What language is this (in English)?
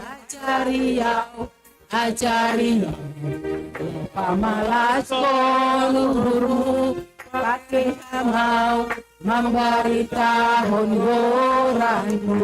Batak Simalungun